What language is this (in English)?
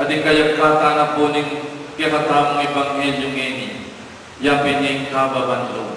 Pampanga